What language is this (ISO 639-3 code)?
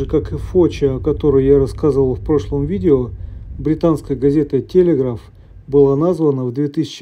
rus